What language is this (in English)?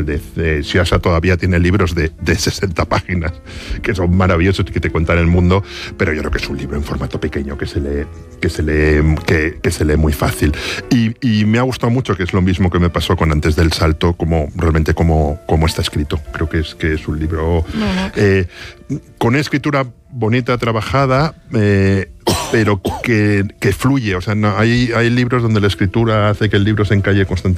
Spanish